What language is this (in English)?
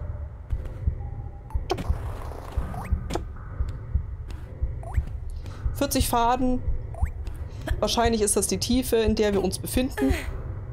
German